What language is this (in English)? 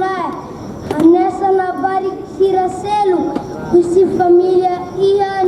Tetum